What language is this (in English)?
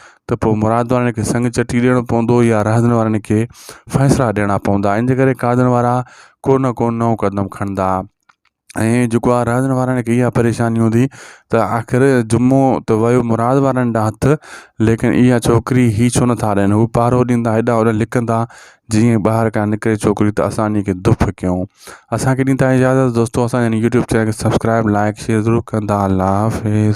Sindhi